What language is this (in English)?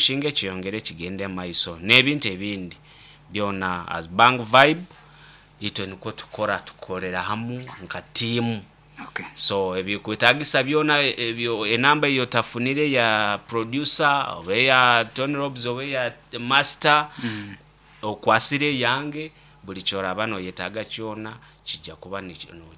Nyankole